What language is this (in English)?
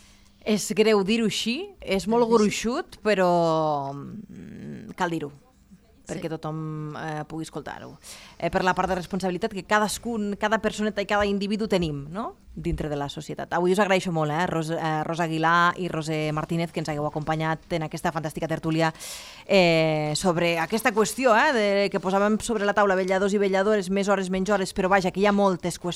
Catalan